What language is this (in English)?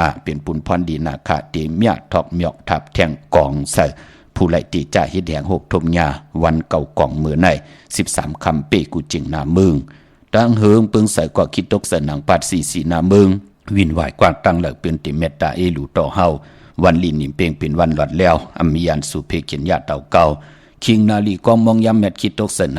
Shan